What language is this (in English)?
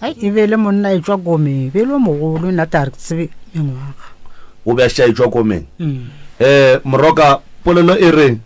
Northern Sotho